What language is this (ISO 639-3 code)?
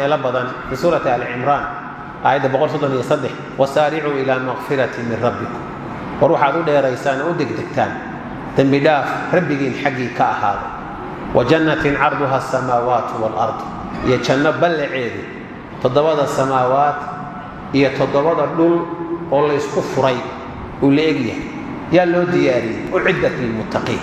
som